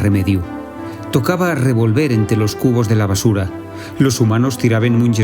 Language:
Asturian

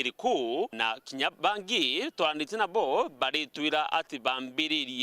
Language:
Meru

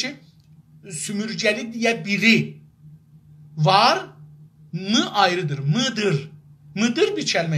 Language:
South Azerbaijani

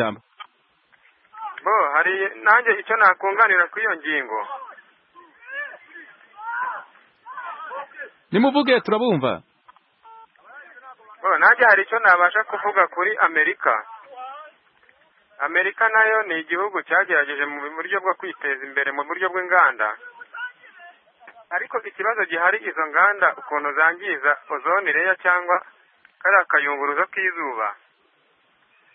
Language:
Kinyarwanda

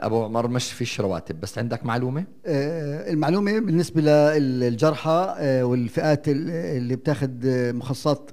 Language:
North Levantine Arabic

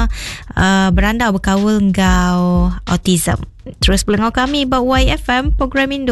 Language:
Iban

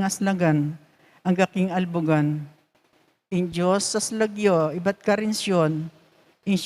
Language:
Pampanga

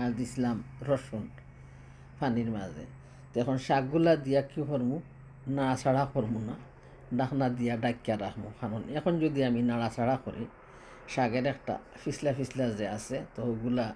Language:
Sylheti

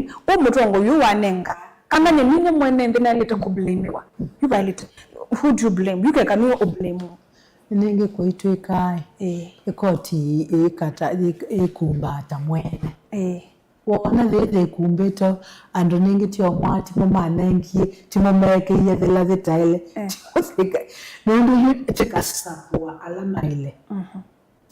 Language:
Kamba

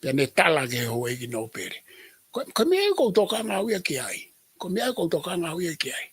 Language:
Tongan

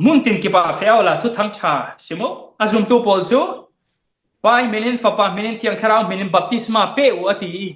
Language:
Falam Chin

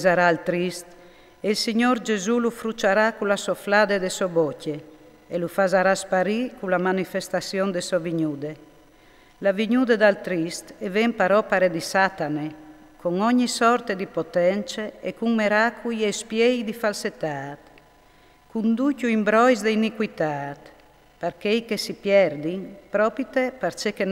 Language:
Friulian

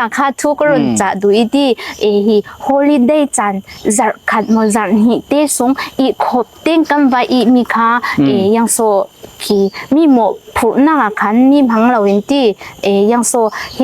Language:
Falam Chin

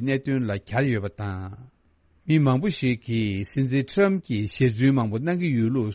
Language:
Tibetan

